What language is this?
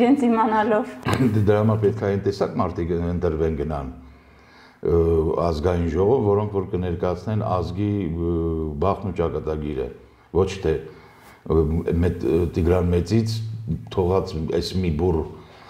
Armenian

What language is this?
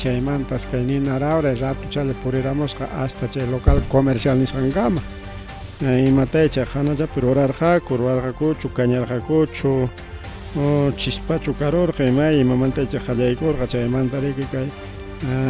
Ayacucho Quechua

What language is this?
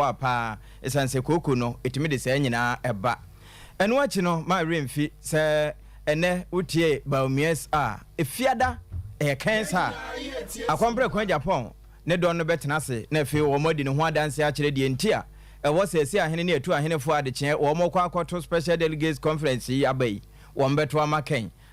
Akan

